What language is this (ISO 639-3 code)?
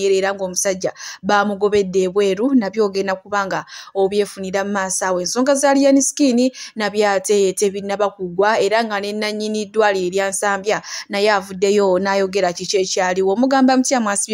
lug